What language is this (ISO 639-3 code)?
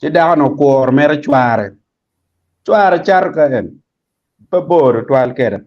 ach